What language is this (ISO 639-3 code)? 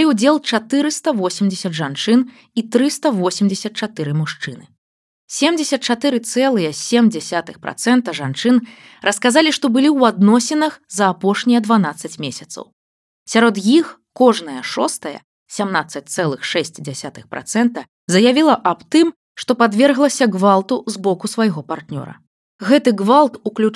bel